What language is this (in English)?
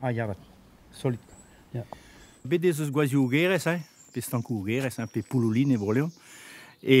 Breton